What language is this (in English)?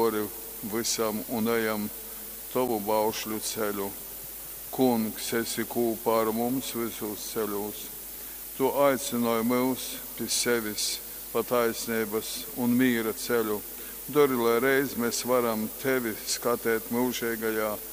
Latgalian